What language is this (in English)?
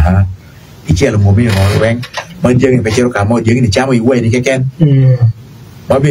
Acoli